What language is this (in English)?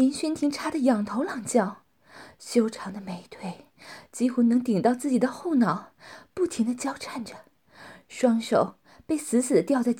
Chinese